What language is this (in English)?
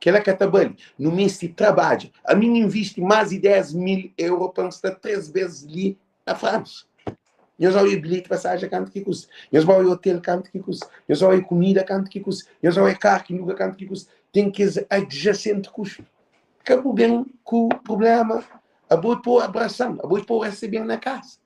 Kabuverdianu